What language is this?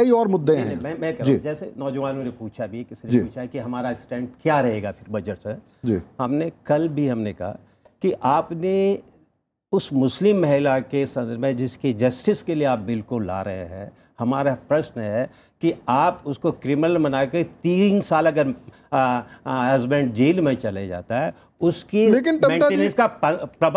Hindi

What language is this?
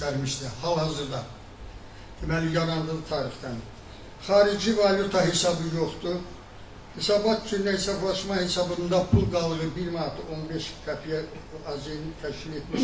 Azerbaijani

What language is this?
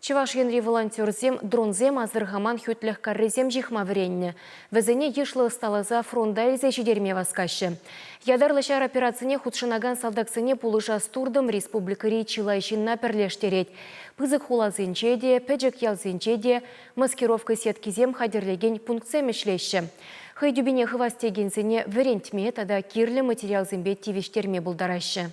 Chuvash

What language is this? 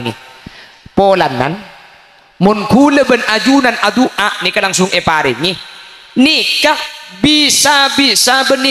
Madurese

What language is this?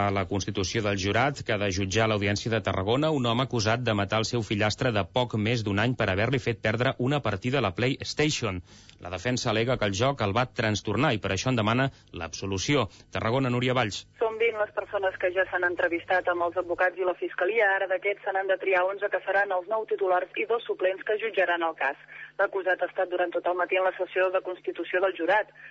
Catalan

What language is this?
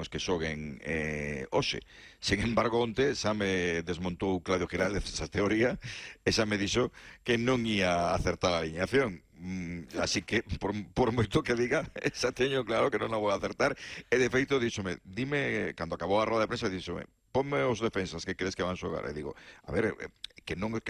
Galician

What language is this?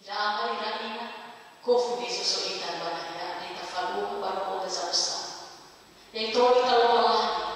Nias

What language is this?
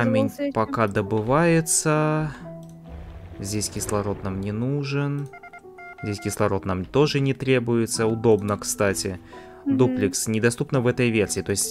Russian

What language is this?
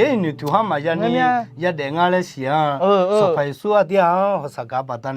Akha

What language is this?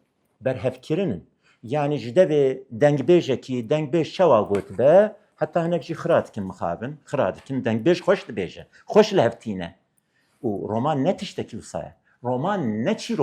Kurdish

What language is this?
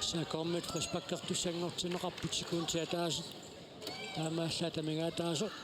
Kalaallisut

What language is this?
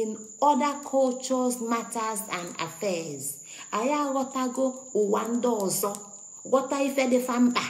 Igbo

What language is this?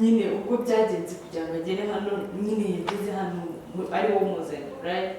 Kinyarwanda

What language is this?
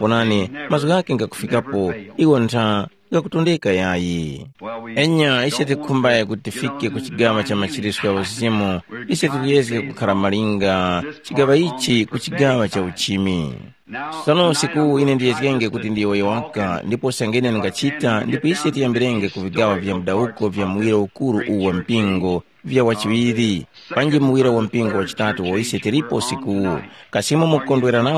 Tumbuka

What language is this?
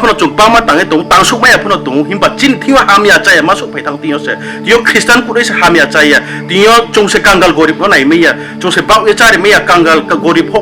Riang (India)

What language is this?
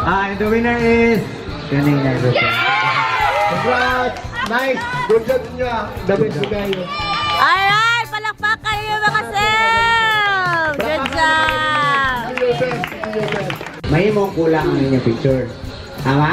Cebuano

